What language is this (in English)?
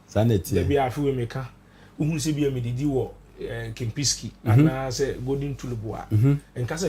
Akan